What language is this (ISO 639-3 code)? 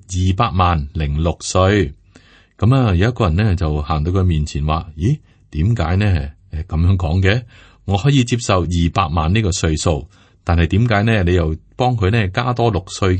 yue